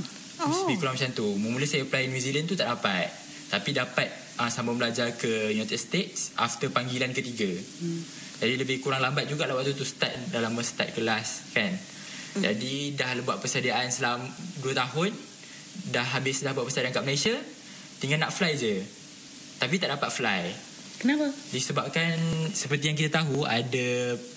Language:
Malay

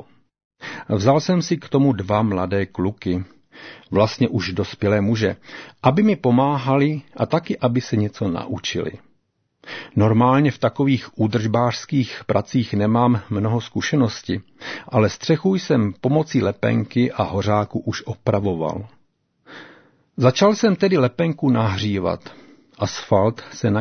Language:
Czech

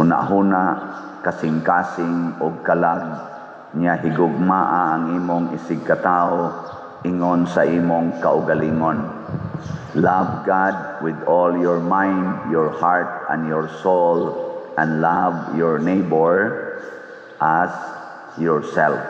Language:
Cebuano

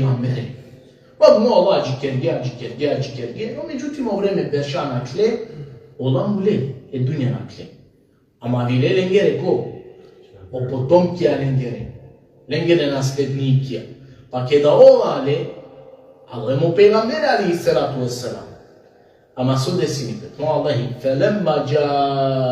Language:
Balkan Romani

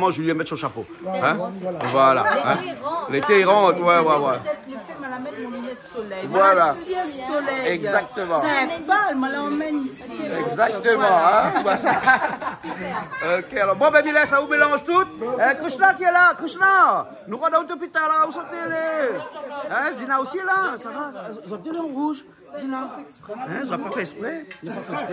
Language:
Réunion Creole French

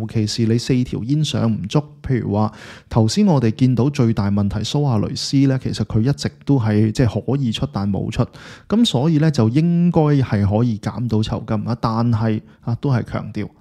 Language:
Cantonese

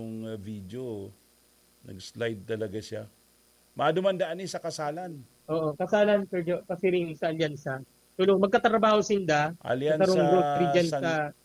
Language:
Bikol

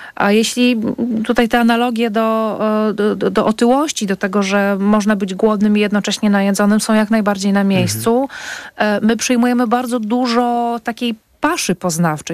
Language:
Polish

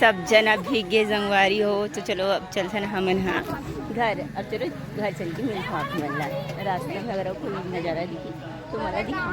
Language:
Chhattisgarhi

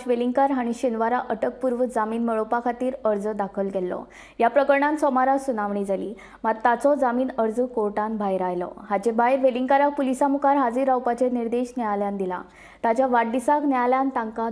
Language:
Konkani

